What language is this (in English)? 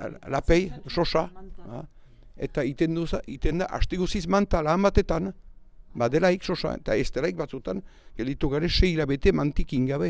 Basque